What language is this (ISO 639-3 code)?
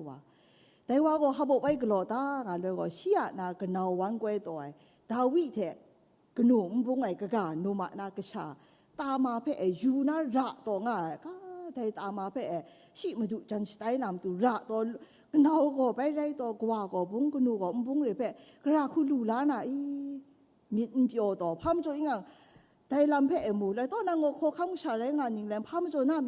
kac